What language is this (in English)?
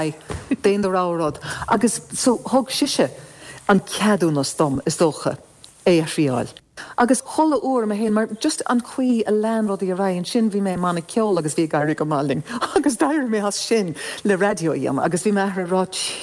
Irish